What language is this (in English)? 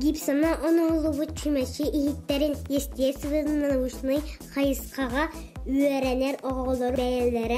Yakut